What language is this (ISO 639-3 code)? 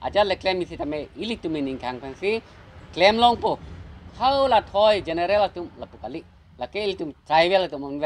mjw